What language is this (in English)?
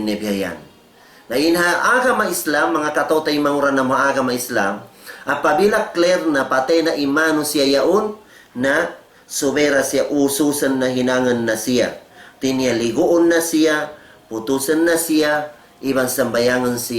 Tausug